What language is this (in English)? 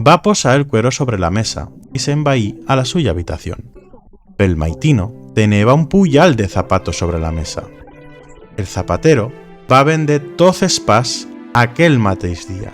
Aragonese